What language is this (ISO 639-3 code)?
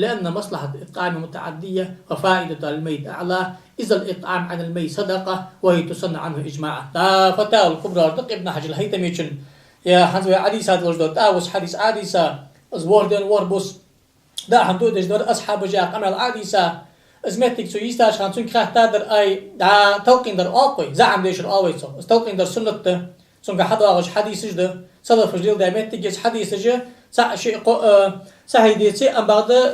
inh